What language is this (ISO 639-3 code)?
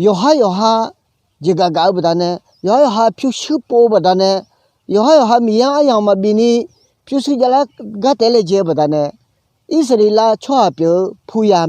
ahk